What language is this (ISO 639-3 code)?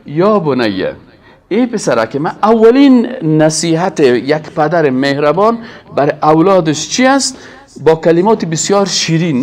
fas